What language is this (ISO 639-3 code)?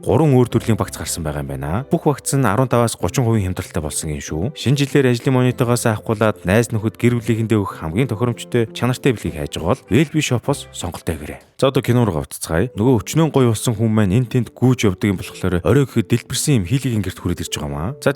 mon